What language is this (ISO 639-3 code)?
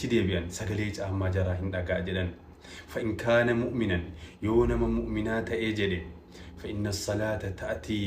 orm